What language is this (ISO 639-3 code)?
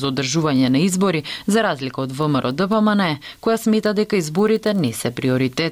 mkd